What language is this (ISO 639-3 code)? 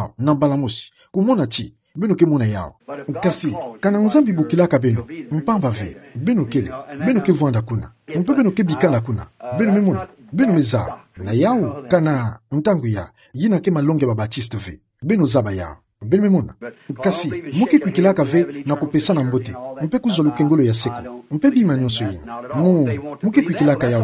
ktu